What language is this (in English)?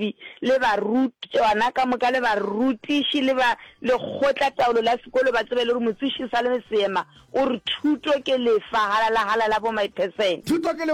Northern Sotho